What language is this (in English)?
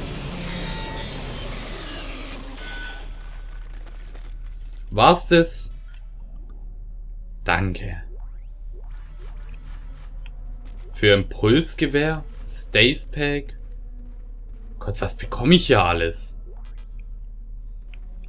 German